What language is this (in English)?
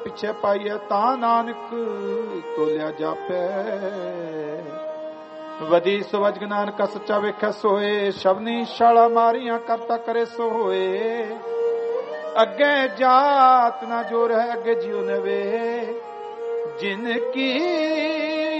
Punjabi